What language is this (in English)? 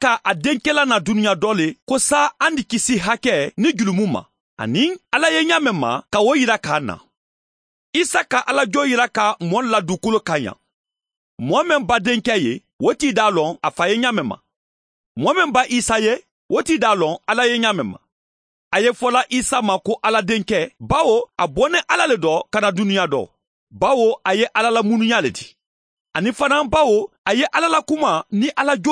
Mandingo